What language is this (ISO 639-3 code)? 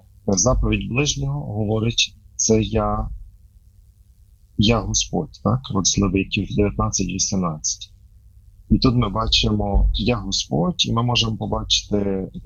ukr